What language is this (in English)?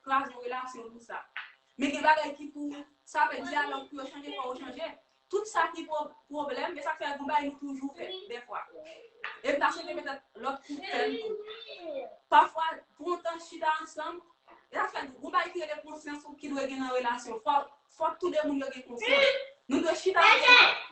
Haitian Creole